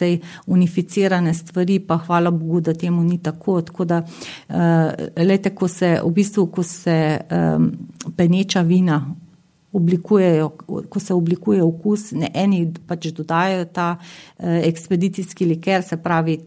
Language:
Slovenian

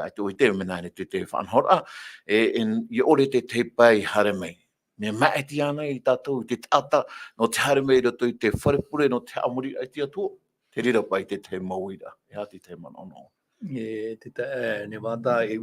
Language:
Tahitian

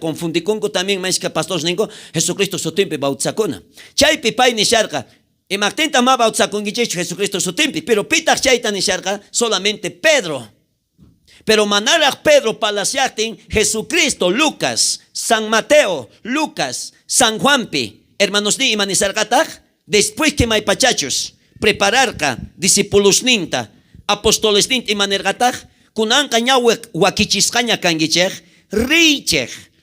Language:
South Bolivian Quechua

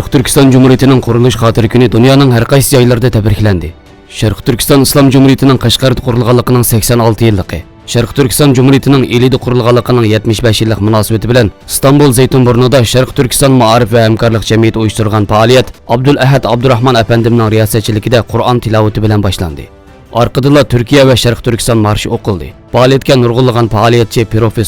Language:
Uyghur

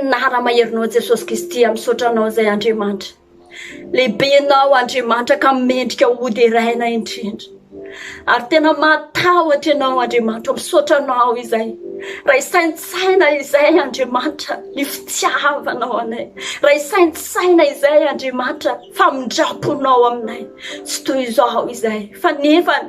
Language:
Malagasy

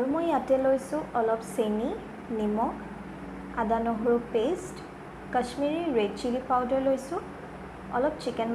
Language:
Assamese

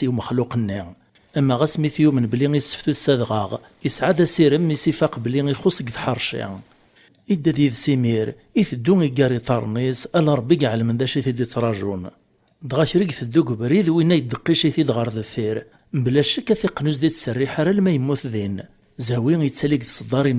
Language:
Kabyle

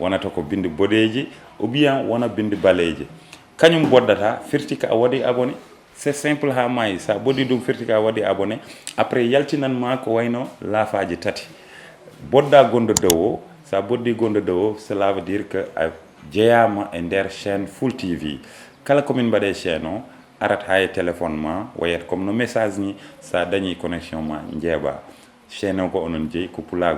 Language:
Fula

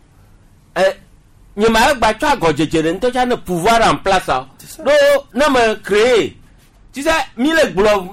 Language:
Gen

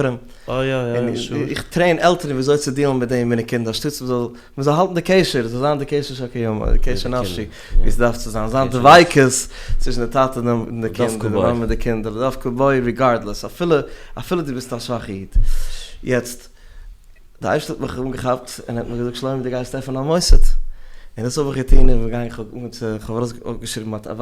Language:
Yiddish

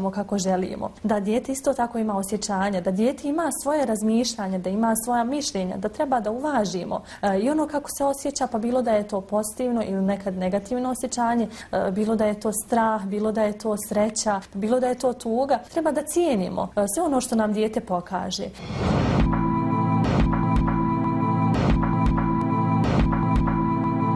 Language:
Bosnian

